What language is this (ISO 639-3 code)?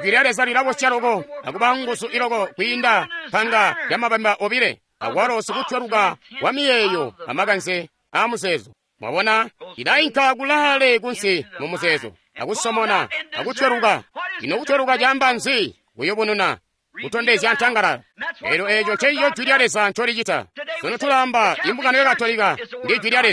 toi